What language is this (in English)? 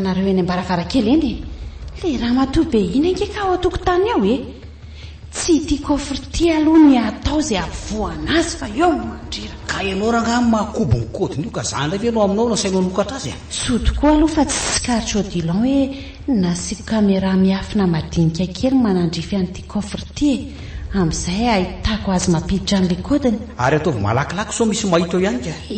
Malagasy